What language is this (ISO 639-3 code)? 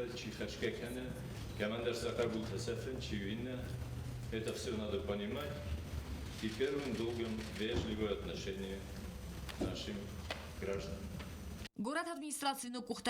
oss